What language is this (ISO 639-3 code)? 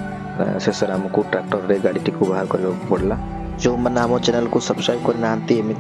ori